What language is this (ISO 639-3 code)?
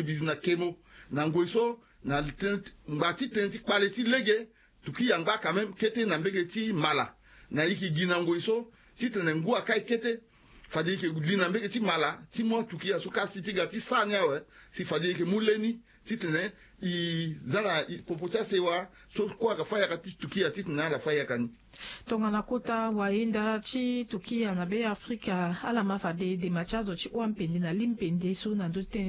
sag